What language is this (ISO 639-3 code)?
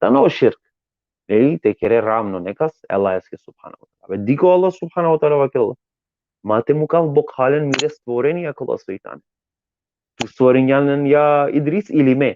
rmn